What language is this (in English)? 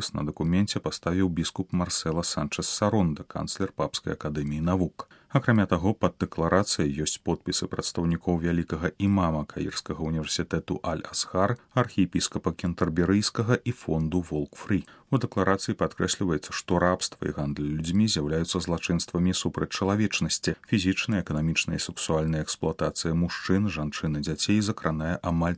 Belarusian